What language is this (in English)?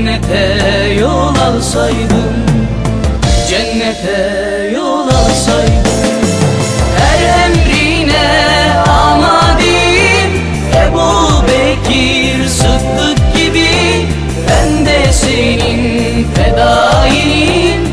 Turkish